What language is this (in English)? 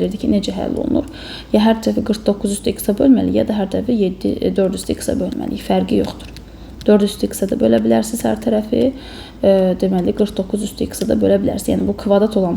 Azerbaijani